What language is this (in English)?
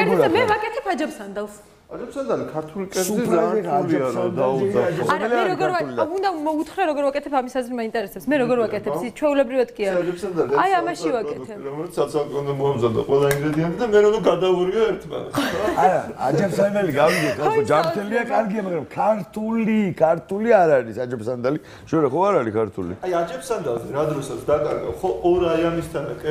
Georgian